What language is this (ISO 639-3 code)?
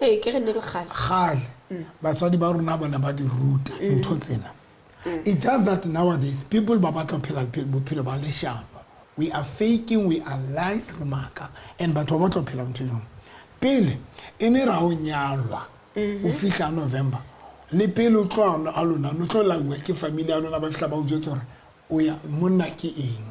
sot